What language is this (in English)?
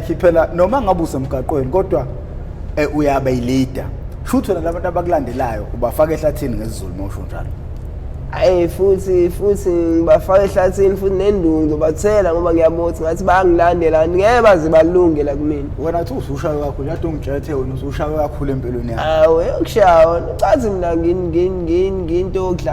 Zulu